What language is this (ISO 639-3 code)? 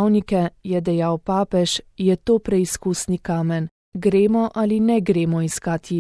slv